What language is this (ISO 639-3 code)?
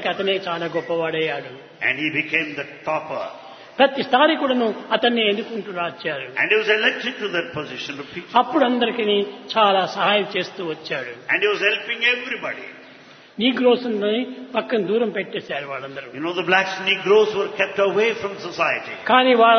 tel